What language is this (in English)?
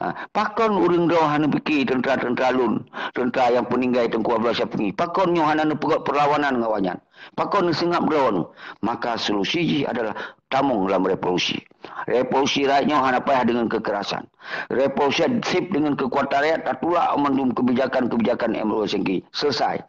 Achinese